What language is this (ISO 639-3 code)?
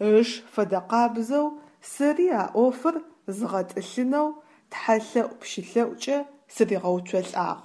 ady